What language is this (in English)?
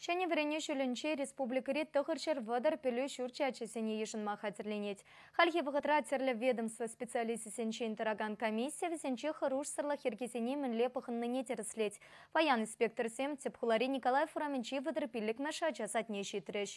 Chuvash